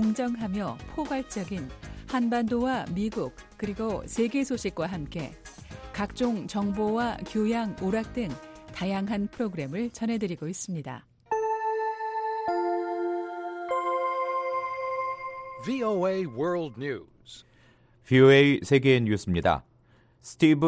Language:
Korean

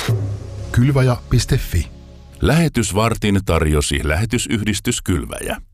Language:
Finnish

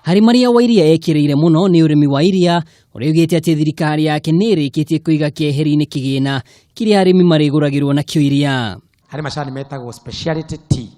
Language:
Kikuyu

